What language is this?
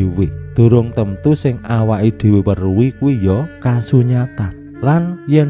Javanese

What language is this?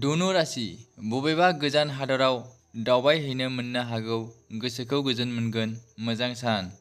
Bodo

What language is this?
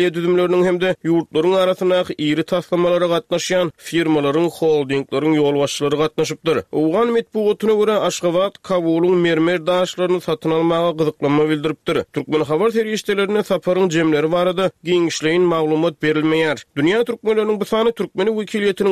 Turkmen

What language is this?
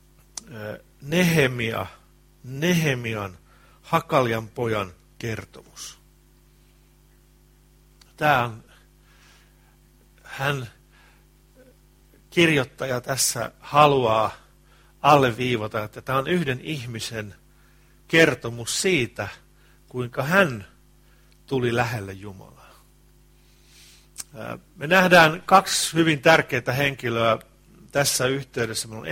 Finnish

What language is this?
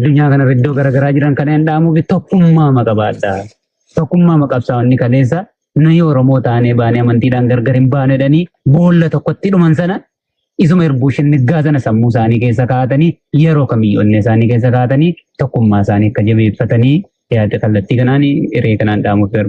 Oromo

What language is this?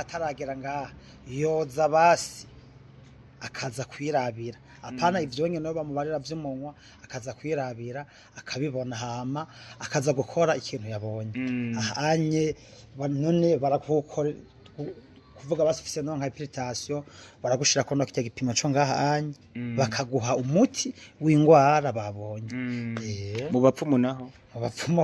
Rundi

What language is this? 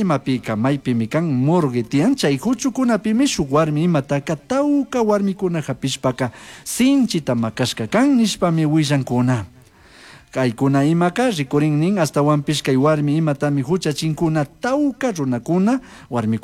Chimborazo Highland Quichua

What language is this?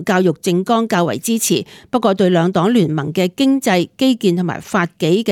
Cantonese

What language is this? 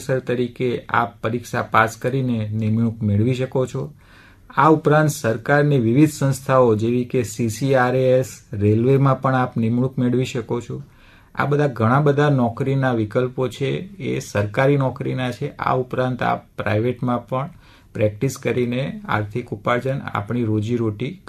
Gujarati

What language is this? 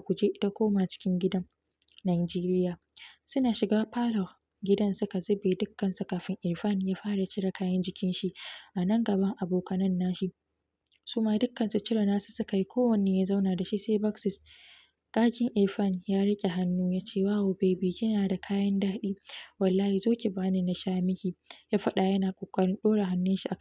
Hausa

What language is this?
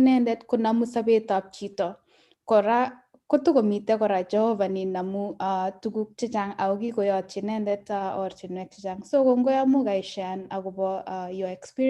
Kalenjin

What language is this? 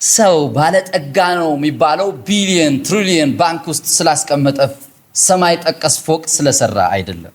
Amharic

